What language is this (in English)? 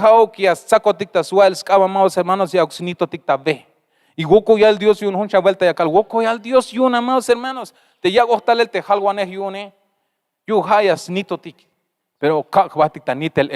Tzeltal